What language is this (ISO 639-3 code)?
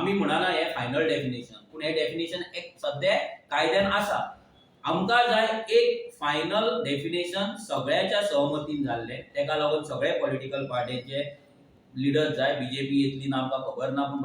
kok